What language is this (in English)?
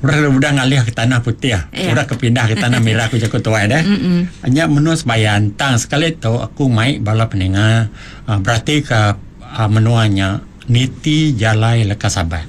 Iban